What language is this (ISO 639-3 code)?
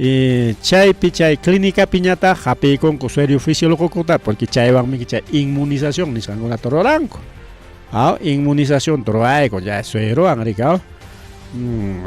quy